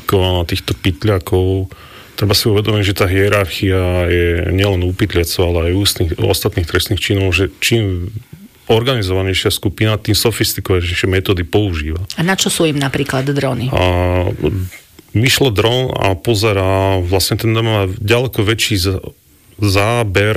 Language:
Slovak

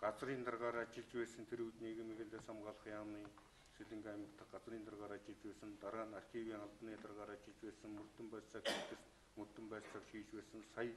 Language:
Mongolian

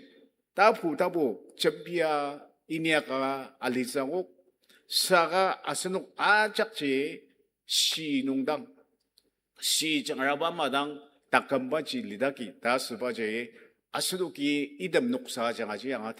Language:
Ao Naga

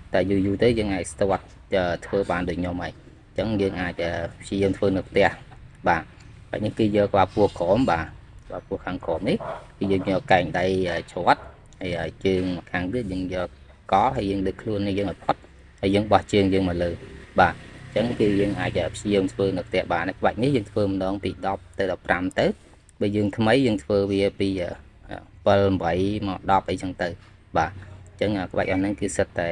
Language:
Khmer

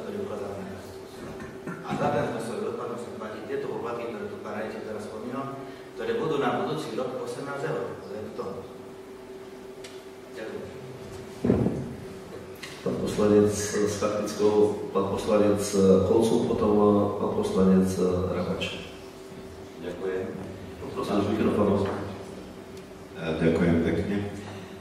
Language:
Slovak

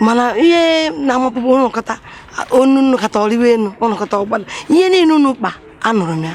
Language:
Igbo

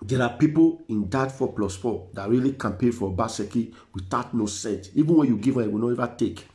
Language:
Nigerian Pidgin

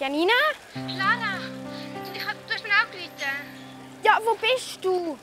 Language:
Swiss German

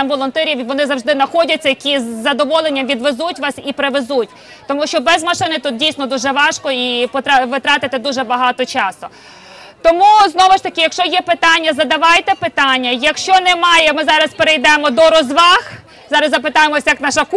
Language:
Ukrainian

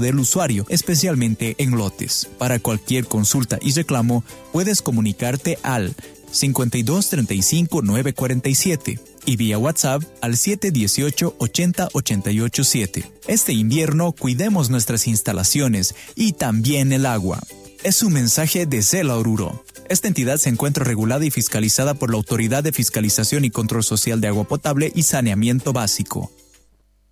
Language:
Spanish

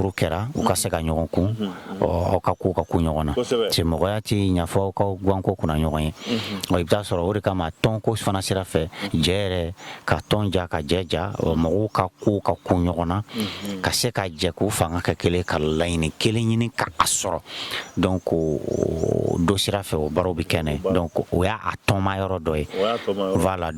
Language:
Bambara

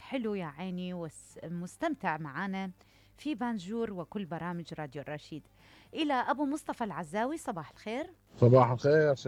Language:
Mesopotamian Arabic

